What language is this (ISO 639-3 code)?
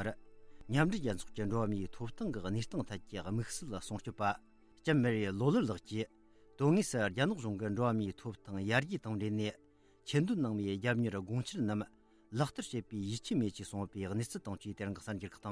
bod